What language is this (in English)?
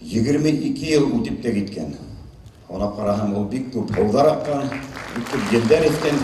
Bashkir